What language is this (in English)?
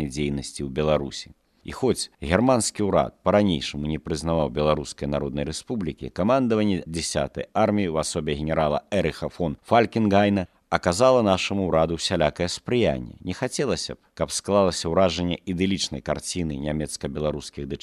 Belarusian